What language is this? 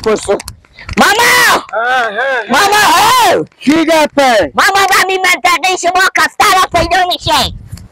Persian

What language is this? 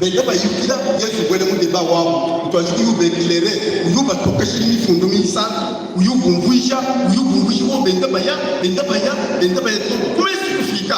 Luba-Lulua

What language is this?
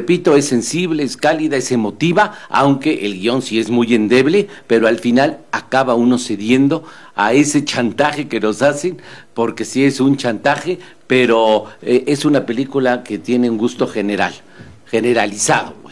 Spanish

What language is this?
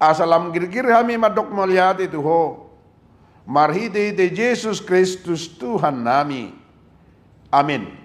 Batak Toba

